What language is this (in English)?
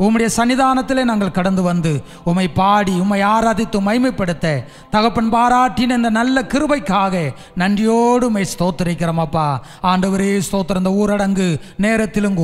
Tamil